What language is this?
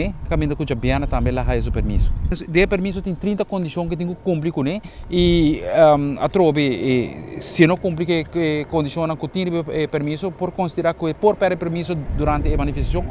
Papiamento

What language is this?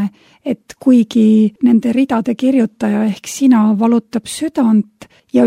Estonian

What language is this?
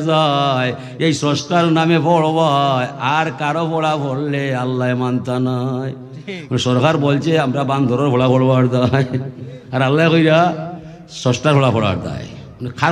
Sylheti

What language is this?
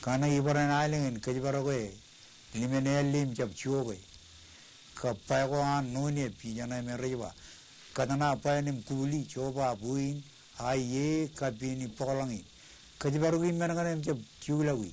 Marshallese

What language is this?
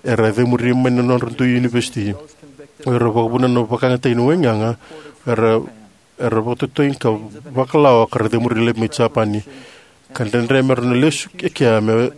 Fijian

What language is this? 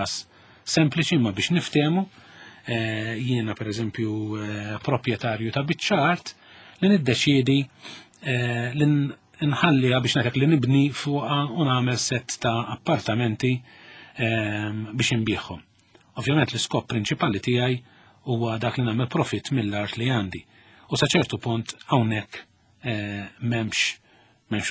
Maltese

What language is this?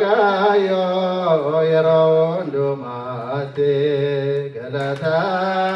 Oromo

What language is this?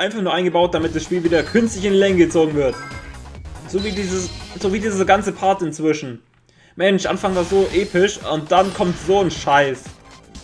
German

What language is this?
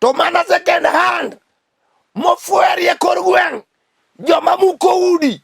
Luo (Kenya and Tanzania)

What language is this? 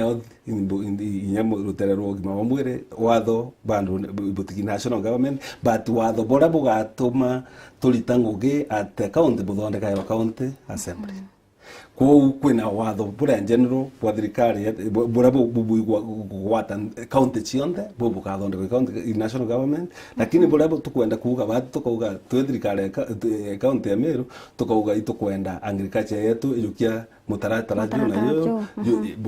Meru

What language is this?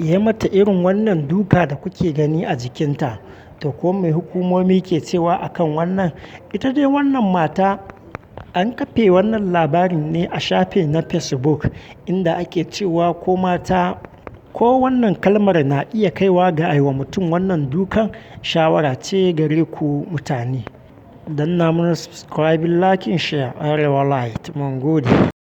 Hausa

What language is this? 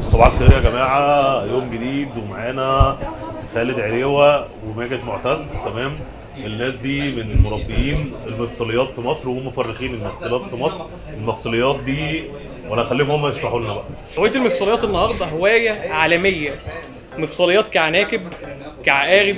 Egyptian Arabic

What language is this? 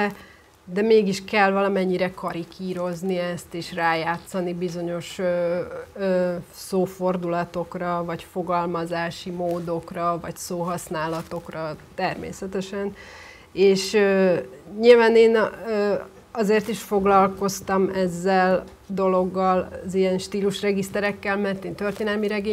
Hungarian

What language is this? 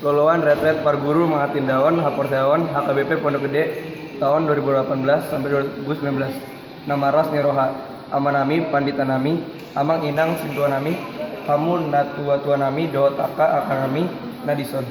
Batak Toba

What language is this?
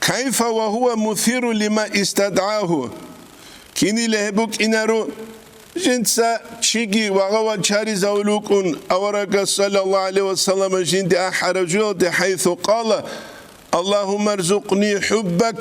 Avaric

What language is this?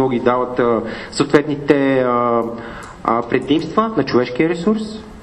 Bulgarian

